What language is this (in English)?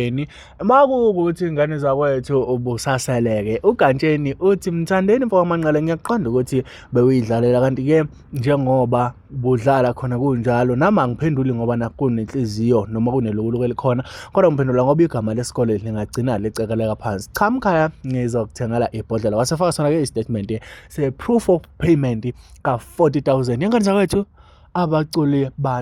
Zulu